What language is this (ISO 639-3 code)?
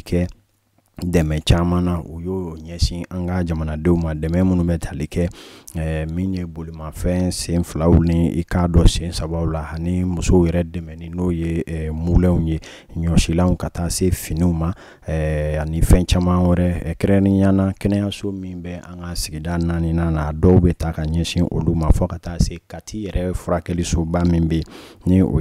bam